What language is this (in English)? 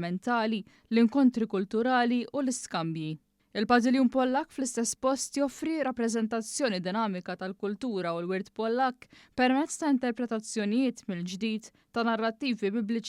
Maltese